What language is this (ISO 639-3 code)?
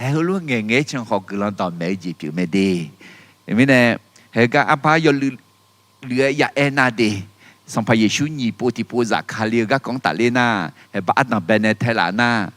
ahk